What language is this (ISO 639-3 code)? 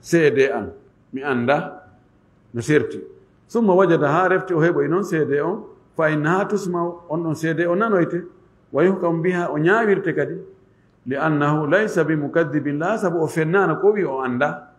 ful